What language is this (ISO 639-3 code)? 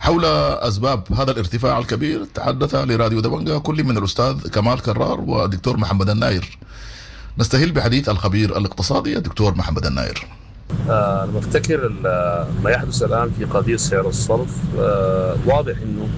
apd